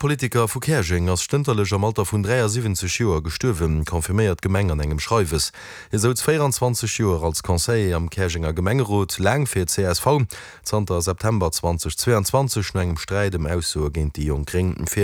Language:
Luxembourgish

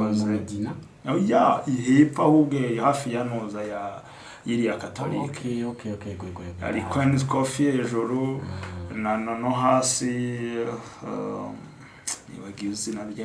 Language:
Kinyarwanda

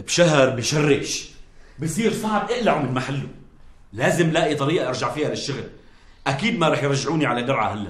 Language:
North Levantine Arabic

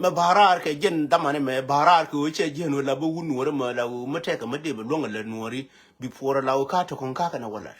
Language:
Nuer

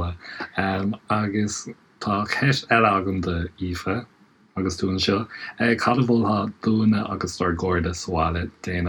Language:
Irish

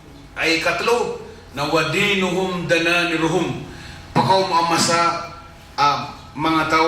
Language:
Maranao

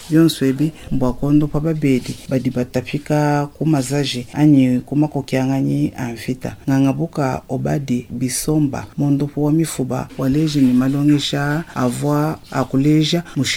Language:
Luba-Lulua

